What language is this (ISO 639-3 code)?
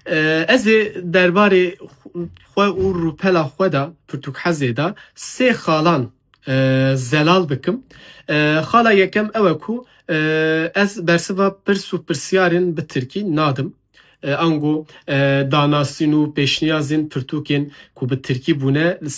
kur